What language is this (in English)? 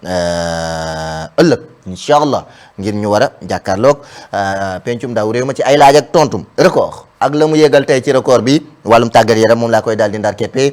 Wolof